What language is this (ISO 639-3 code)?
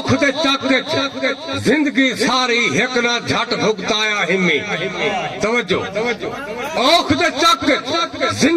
skr